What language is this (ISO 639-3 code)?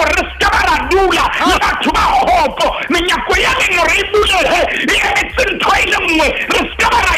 sot